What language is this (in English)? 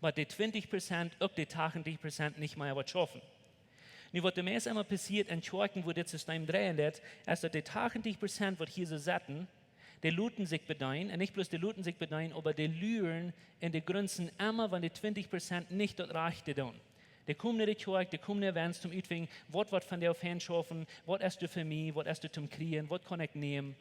Plautdietsch